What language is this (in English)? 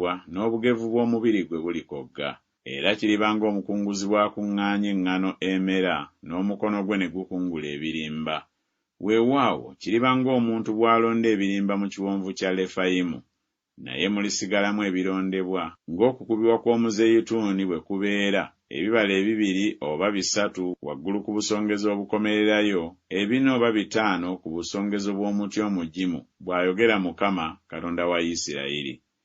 Ganda